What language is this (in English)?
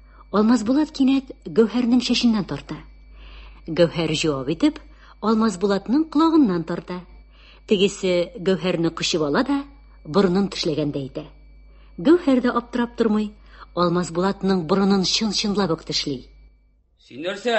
Tatar